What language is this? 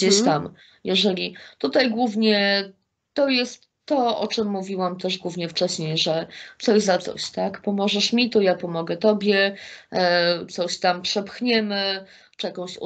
Polish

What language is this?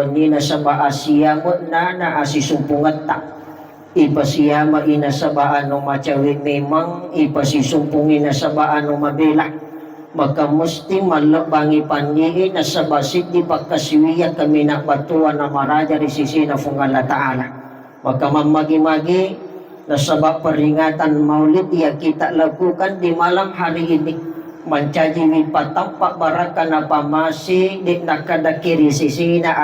Buginese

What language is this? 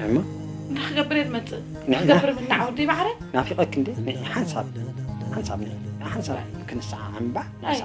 Tigrinya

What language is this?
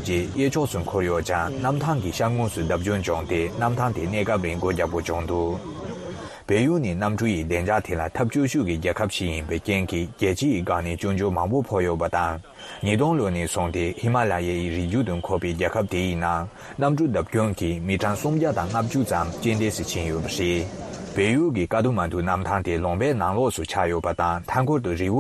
Tibetan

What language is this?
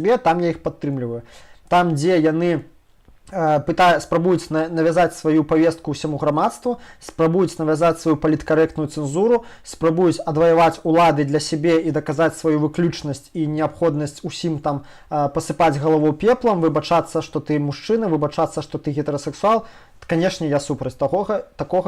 Belarusian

